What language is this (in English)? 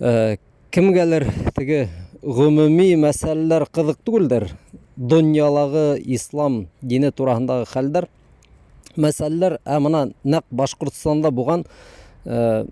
Bashkir